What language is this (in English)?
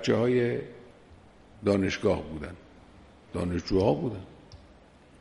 Persian